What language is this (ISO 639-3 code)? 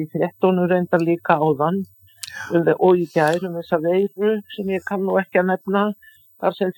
isl